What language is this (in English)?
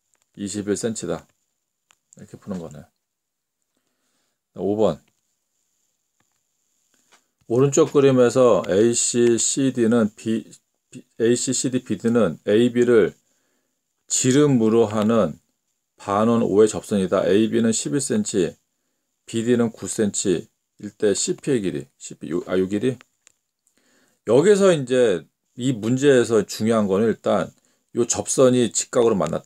Korean